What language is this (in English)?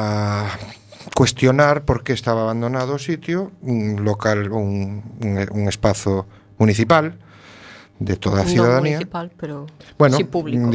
Galician